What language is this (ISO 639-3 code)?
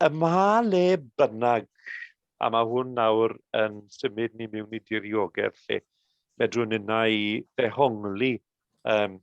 cym